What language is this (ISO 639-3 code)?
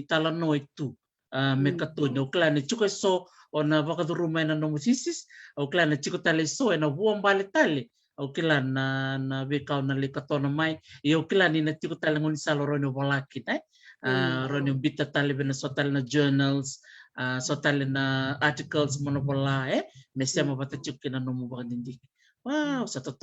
fij